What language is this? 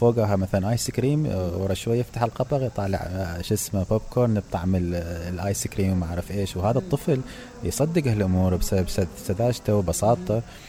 Mesopotamian Arabic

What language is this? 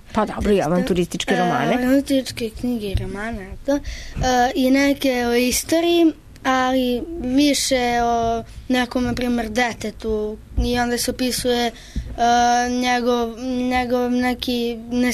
Serbian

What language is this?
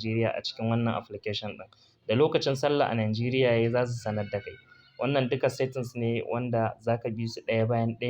Hausa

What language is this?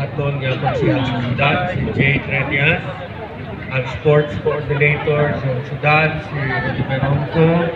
Hiligaynon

